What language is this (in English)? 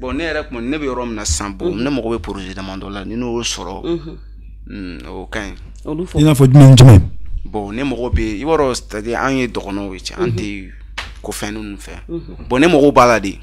Bambara